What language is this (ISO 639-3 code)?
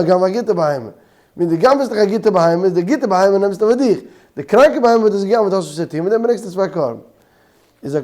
yid